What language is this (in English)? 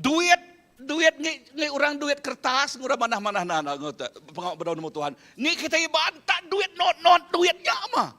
Iban